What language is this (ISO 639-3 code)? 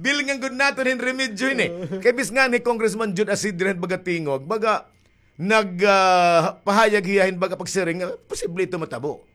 war